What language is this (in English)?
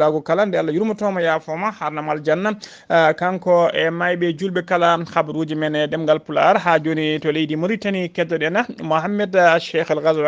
Fula